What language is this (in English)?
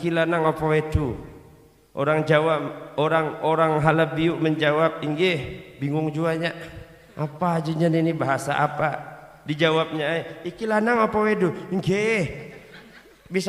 Banjar